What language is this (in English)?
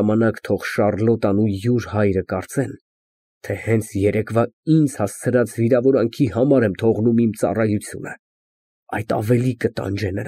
Armenian